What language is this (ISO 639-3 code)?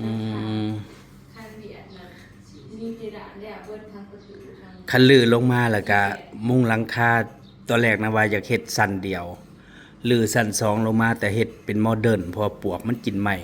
tts